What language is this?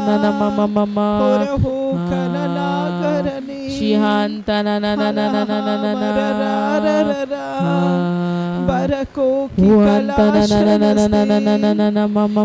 Tem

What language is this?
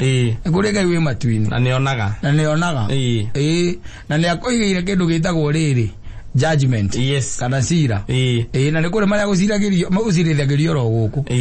Kikuyu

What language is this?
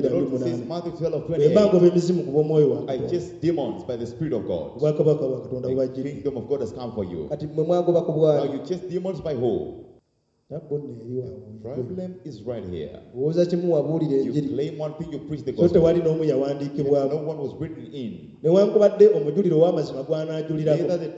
Ganda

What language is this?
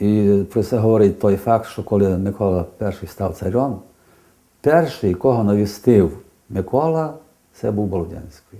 Rusyn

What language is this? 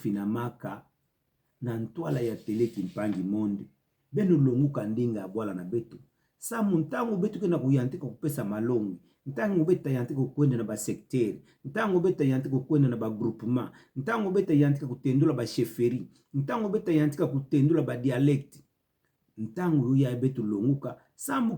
Kituba (Democratic Republic of Congo)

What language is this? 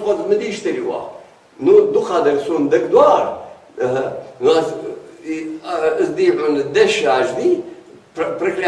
Ingush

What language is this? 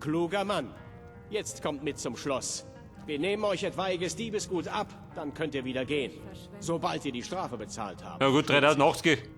Bavarian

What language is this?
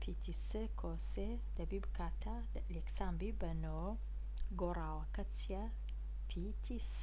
Central Kurdish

